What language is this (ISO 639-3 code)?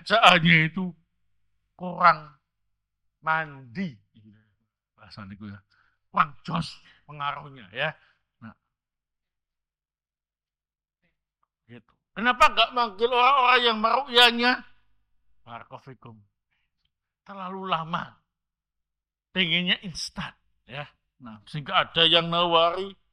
ind